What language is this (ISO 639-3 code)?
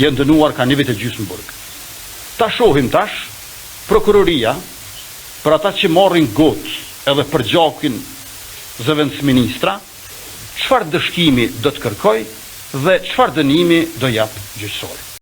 sqi